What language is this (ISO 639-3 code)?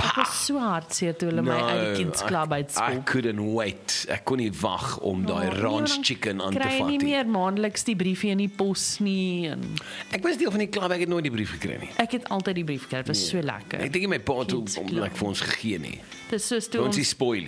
afr